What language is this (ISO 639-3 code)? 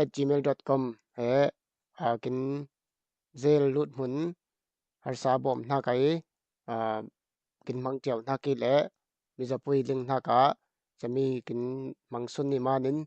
cfm